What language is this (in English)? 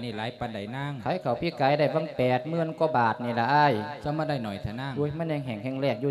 Lao